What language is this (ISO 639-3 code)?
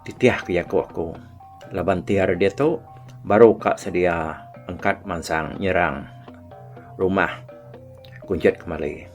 iba